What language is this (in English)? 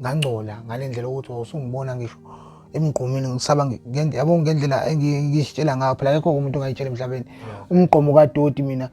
Zulu